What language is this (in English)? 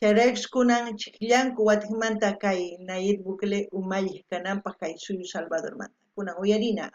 South Bolivian Quechua